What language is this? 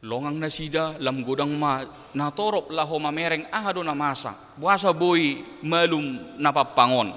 Batak Toba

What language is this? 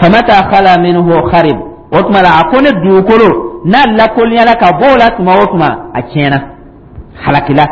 Dyula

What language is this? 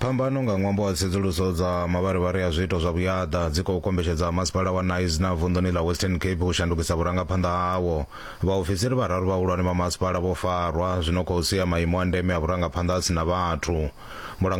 Venda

